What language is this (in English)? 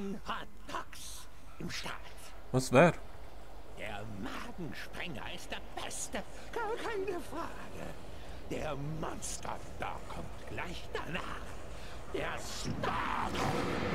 Swiss German